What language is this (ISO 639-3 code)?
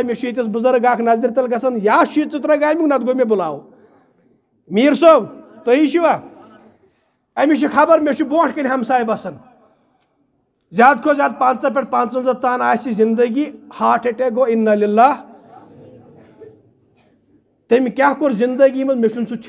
kas